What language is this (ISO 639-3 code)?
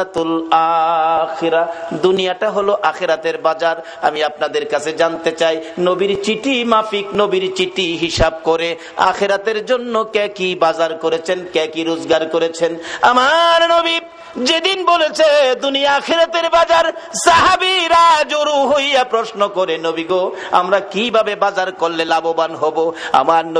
ben